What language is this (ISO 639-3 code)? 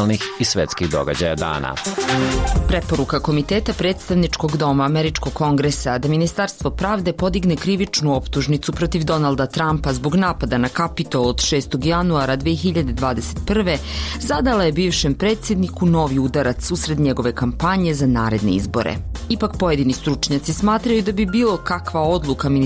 hrv